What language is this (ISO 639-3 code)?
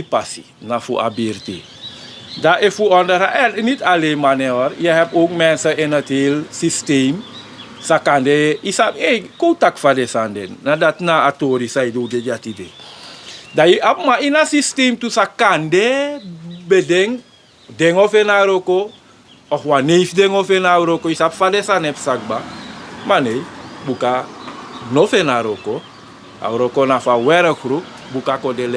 srn